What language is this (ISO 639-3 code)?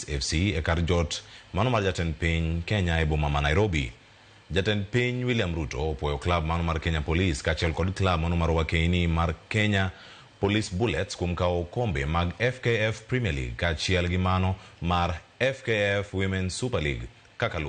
luo